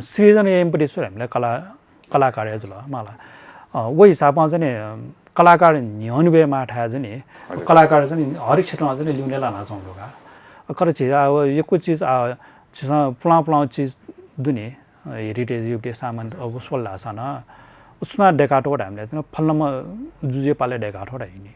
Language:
Newari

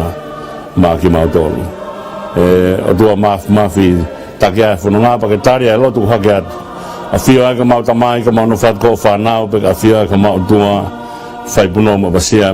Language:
Tongan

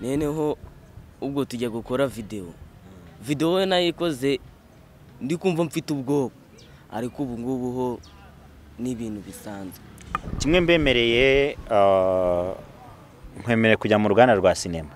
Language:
Kinyarwanda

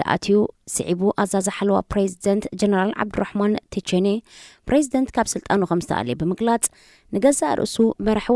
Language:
Tigrinya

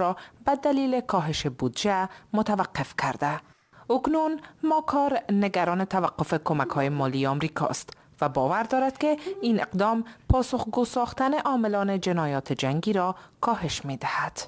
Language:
Persian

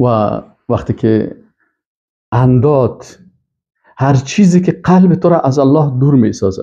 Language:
Persian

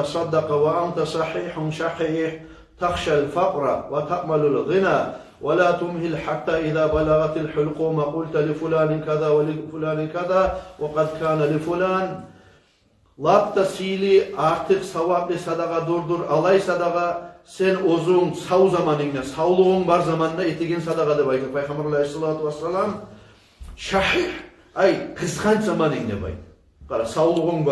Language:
Kumyk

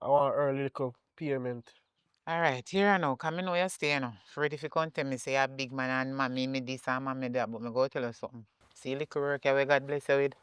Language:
Jamaican Creole English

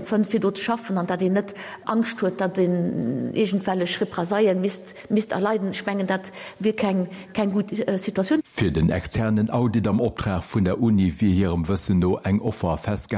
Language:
Luxembourgish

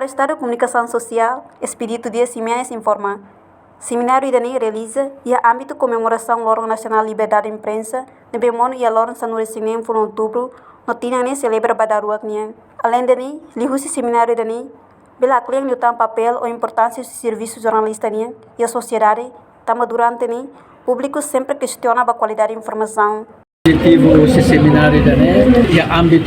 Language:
Tetum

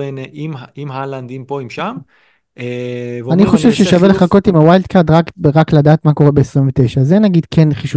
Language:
Hebrew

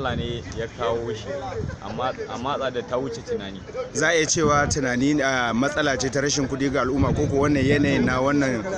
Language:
Hausa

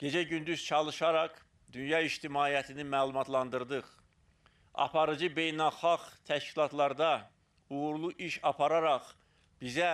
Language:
Azerbaijani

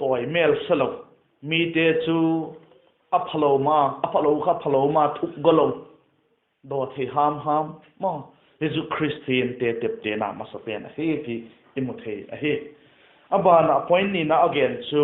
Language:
Vaiphei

